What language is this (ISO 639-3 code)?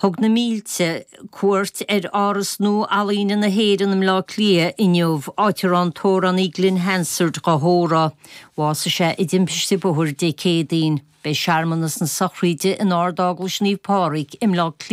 gle